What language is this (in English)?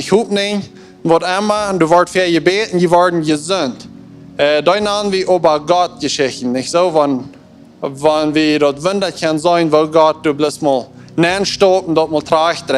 Plautdietsch